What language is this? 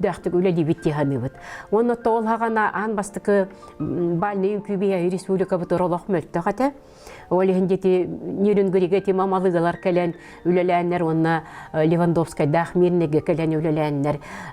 Yakut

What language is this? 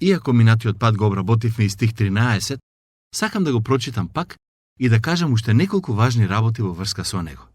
Macedonian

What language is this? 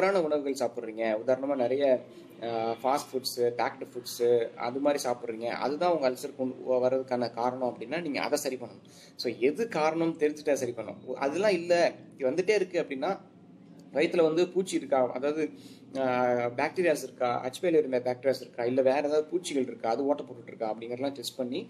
Tamil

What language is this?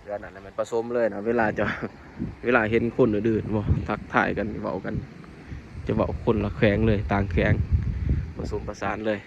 Lao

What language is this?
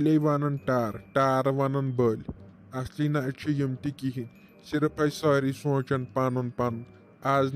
Kashmiri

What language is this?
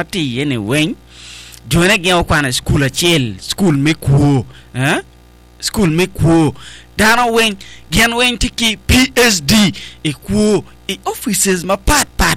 Acoli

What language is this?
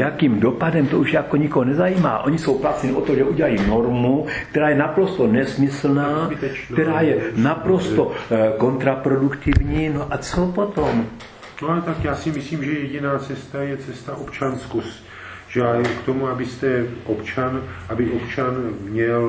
Czech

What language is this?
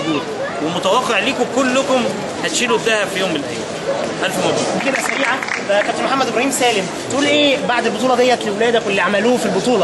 Egyptian Arabic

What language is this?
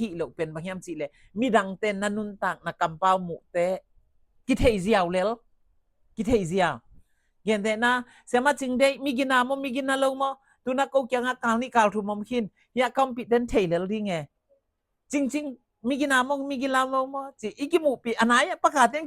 Tedim Chin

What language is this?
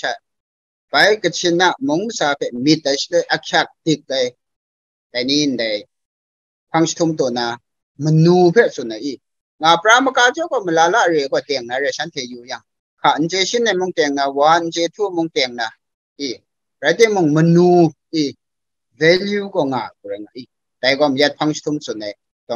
Kachin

